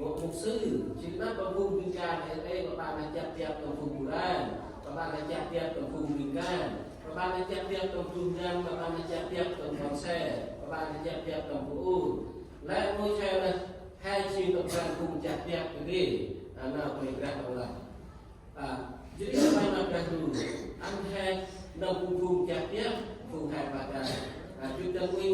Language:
Central Mnong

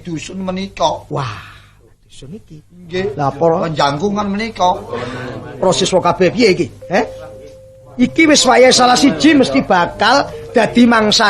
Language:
Javanese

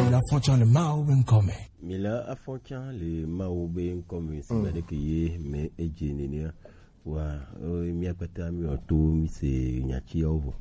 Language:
Gen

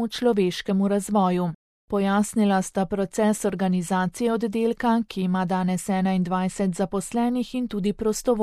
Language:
Slovenian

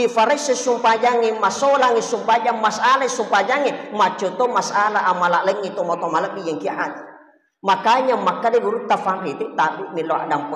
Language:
Buginese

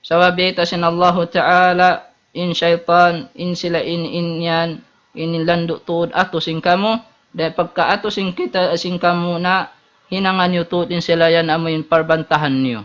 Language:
Tausug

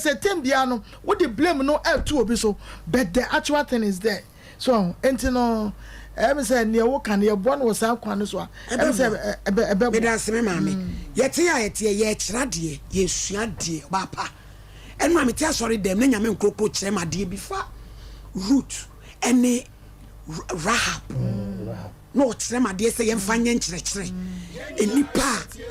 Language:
Akan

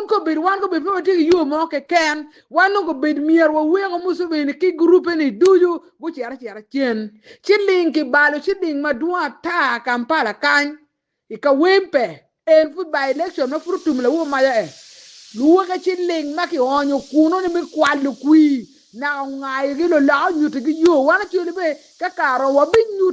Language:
Acoli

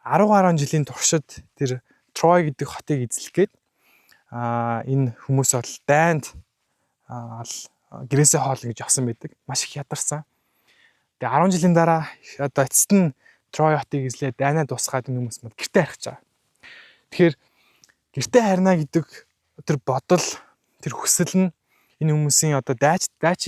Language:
Mongolian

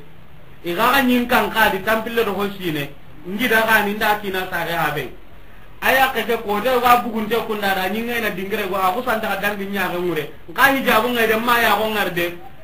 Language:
Soninke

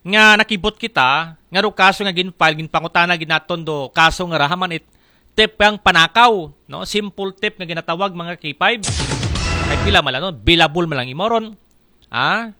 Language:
Aklanon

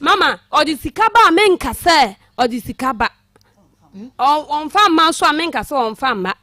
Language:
Akan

